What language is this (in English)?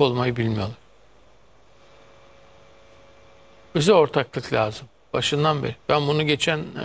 Turkish